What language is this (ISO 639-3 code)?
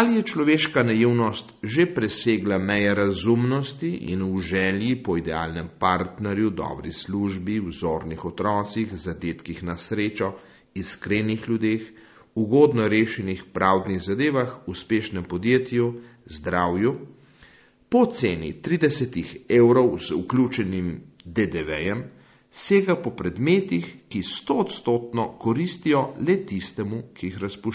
slv